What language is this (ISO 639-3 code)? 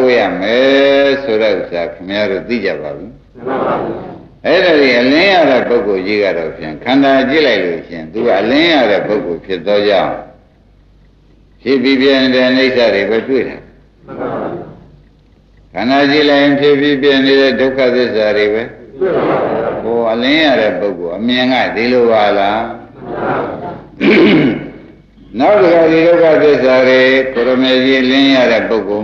mya